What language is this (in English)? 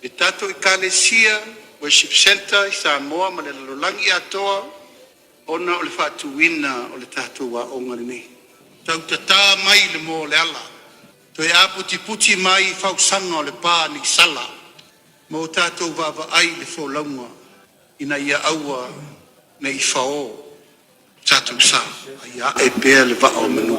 Samoan